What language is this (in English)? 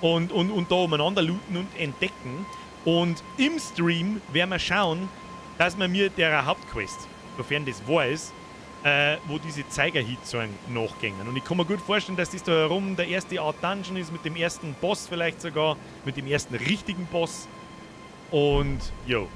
Bavarian